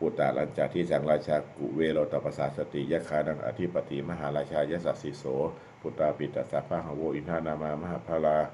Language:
Pali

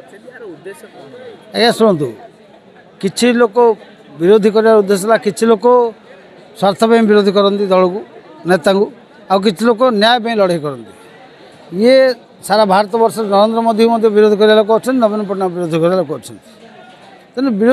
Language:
Odia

